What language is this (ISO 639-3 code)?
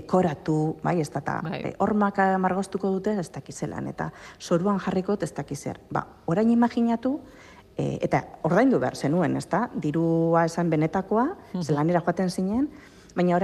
eus